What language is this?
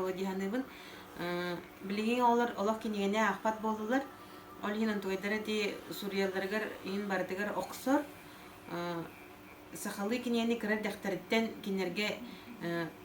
Yakut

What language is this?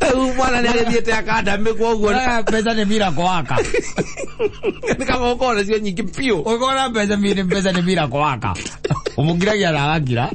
Kikuyu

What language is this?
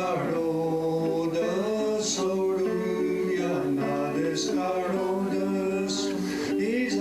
Mohawk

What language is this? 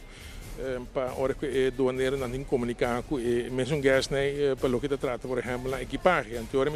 Papiamento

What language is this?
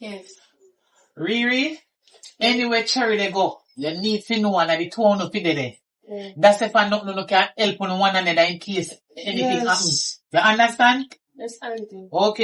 Jamaican Creole English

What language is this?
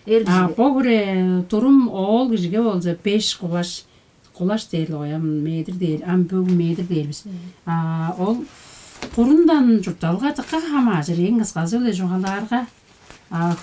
Tuvinian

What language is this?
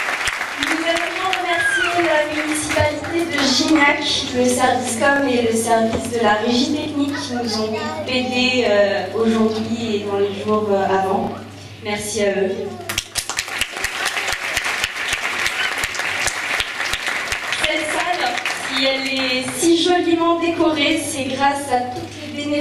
French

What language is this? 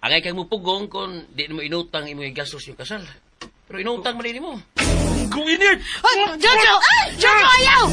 Cebuano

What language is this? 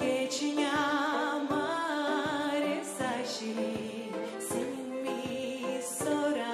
Gagauz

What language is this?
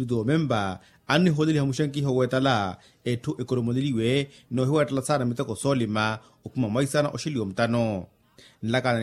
Makhuwa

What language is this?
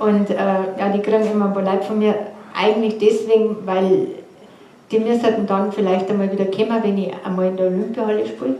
Bavarian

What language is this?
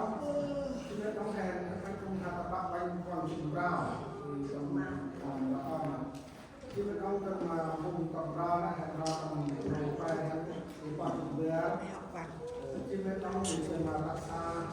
Central Mnong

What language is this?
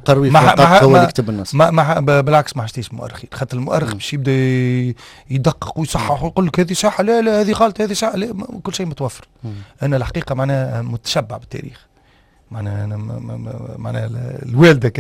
Tunisian Arabic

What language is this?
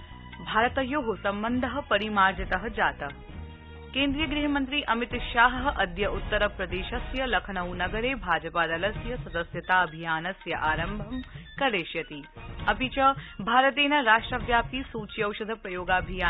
Sanskrit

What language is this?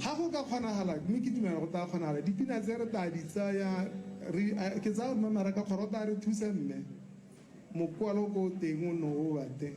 Tswana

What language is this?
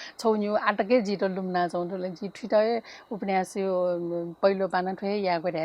Newari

